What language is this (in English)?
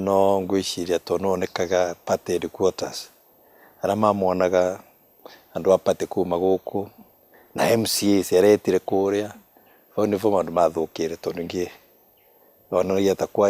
Meru